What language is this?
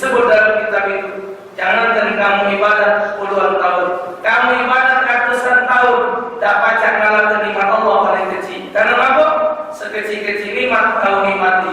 Musi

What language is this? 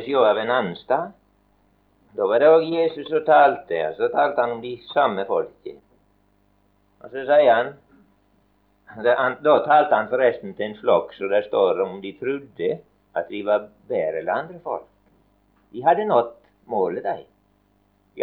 Norwegian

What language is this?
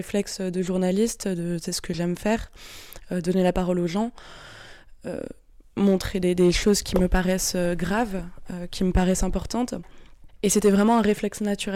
French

